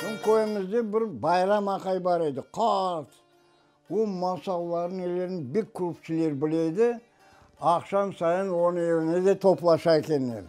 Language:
Crimean Tatar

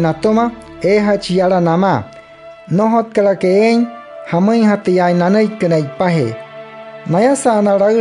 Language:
Wayuu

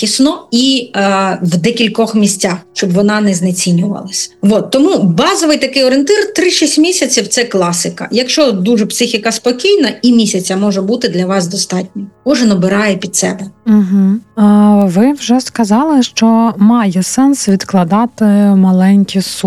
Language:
Ukrainian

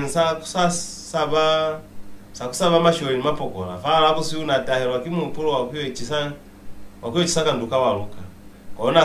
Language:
Lozi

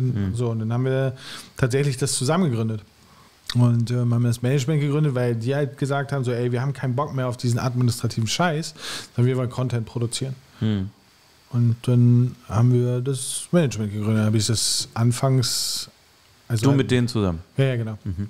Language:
German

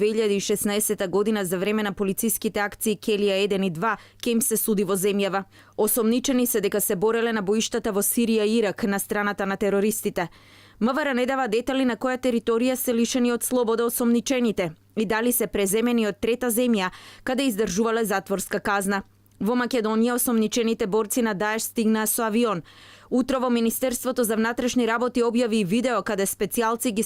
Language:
Macedonian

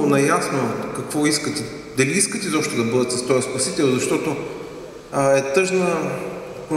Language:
Bulgarian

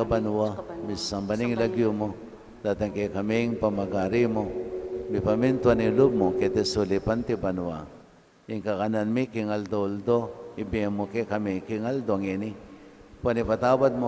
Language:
Pampanga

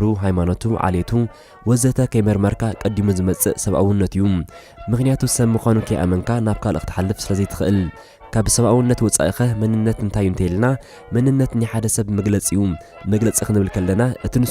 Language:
Tigrinya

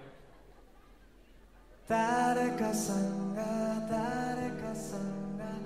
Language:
Japanese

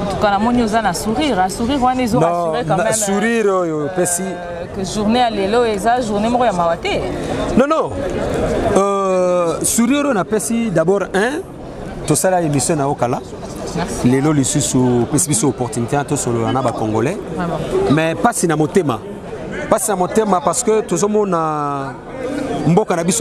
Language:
Lingala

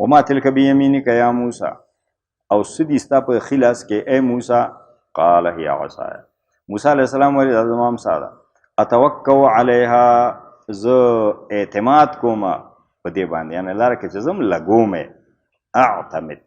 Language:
Pashto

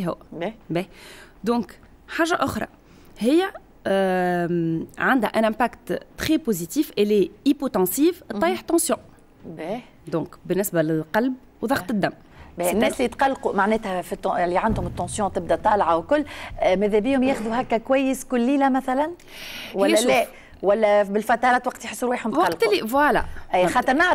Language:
Tunisian Arabic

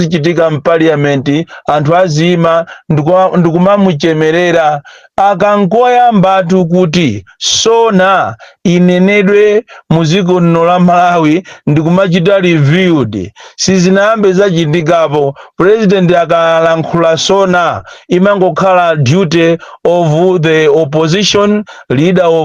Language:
Nyanja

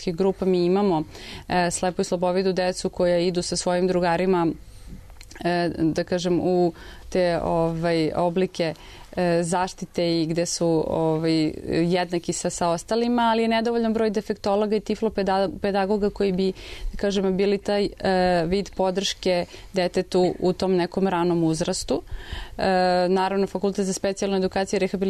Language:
Serbian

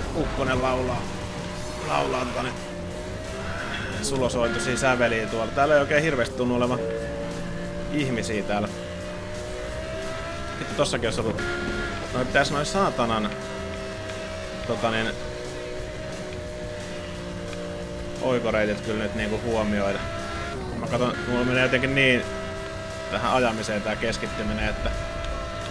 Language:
Finnish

